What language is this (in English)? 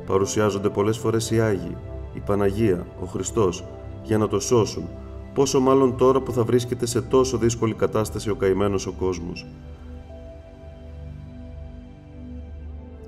Greek